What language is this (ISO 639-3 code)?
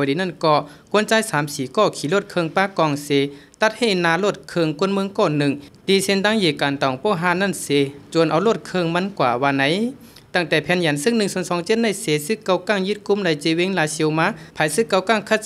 shn